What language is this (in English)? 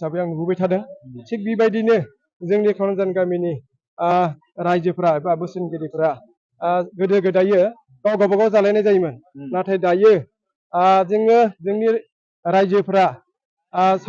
Bodo